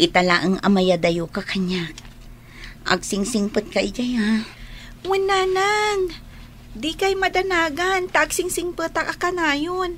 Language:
Iloko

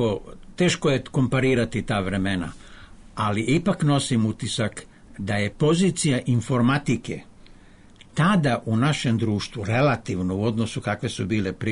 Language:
Serbian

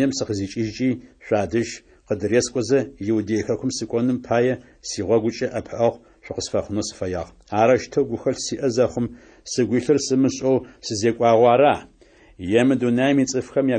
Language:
Adyghe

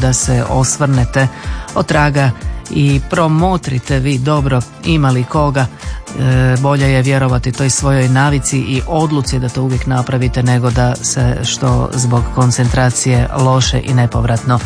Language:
Croatian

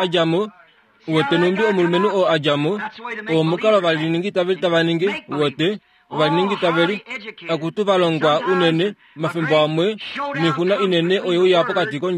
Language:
Kuanyama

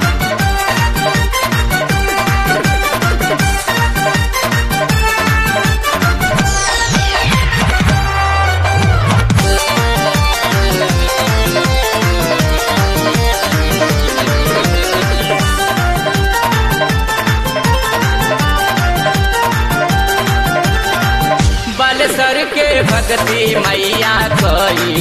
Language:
Bhojpuri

